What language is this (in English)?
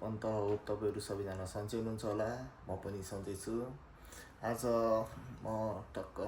Nepali